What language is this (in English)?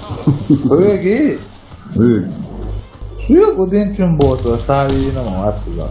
Chechen